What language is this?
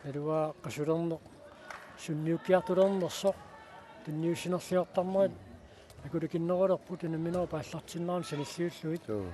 Kalaallisut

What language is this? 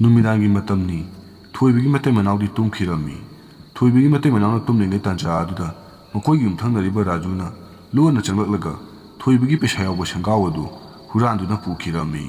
Manipuri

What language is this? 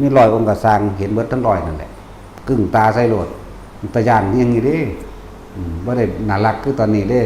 Northeastern Thai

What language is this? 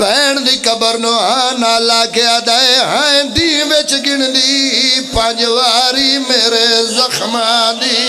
Pahari-Potwari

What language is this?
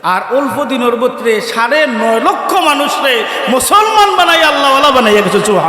Sylheti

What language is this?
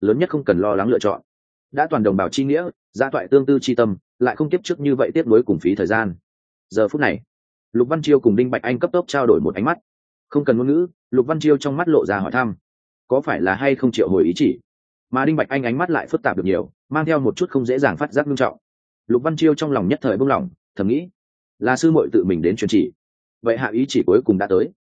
Vietnamese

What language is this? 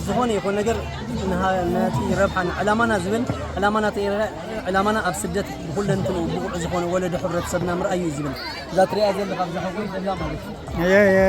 Tigrinya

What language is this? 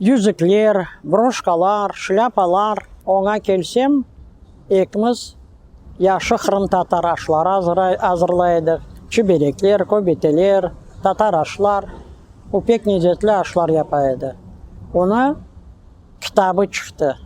Crimean Tatar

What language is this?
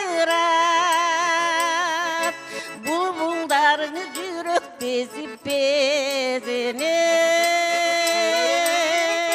Kyrgyz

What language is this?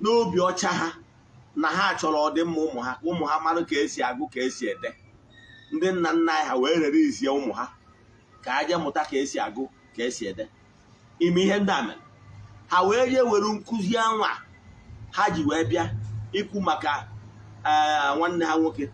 Igbo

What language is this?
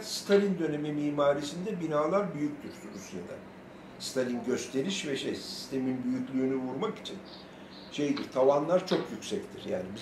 Turkish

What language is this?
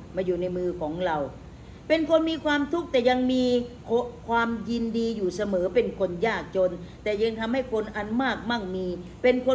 Thai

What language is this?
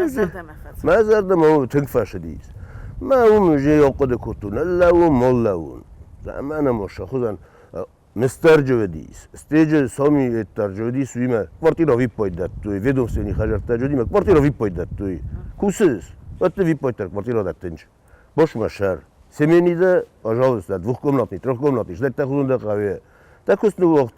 Ossetic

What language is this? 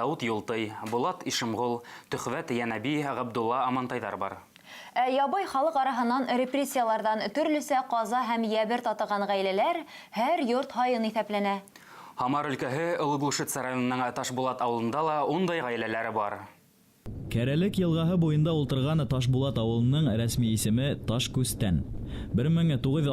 Bashkir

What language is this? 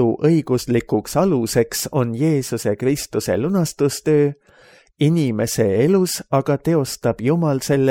Estonian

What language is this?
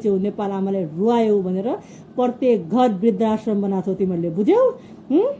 Nepali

